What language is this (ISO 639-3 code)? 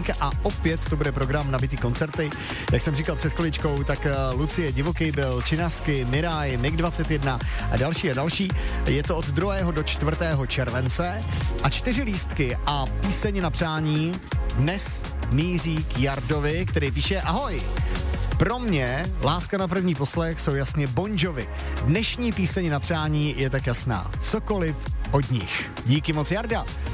ces